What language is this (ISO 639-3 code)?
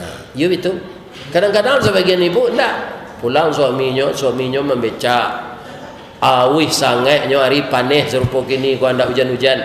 min